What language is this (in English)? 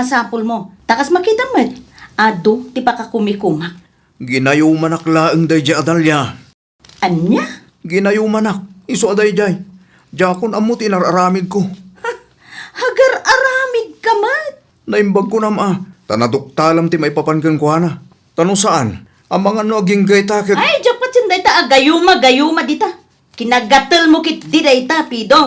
Iloko